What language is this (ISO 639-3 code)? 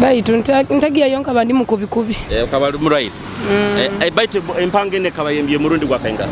nyo